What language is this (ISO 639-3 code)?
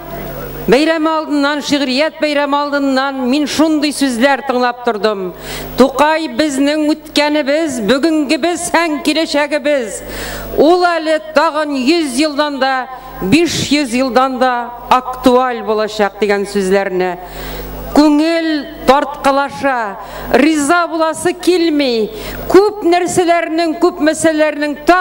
tat